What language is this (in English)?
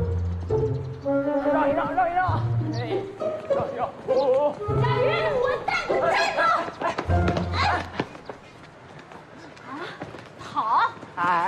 Chinese